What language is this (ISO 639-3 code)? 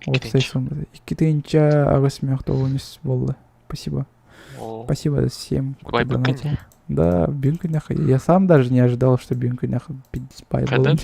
sah